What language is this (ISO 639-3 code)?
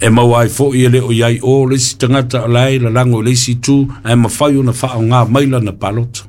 smo